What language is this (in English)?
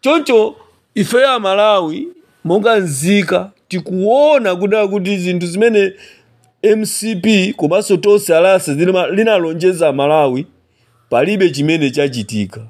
Nyanja